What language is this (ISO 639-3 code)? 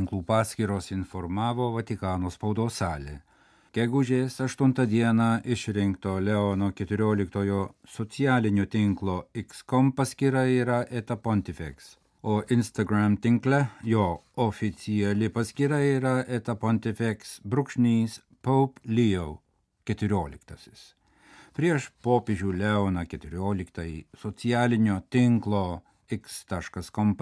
lit